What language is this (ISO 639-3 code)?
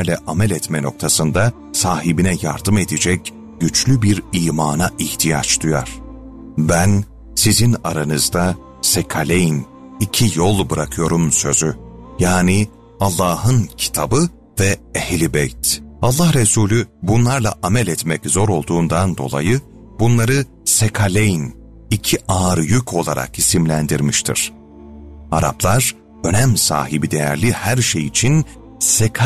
tur